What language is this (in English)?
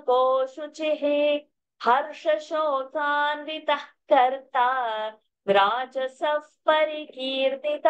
Sanskrit